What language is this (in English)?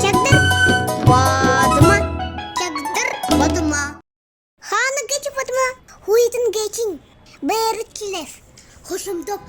Buriat